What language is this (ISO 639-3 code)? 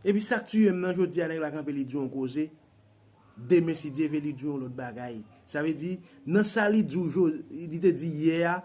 hat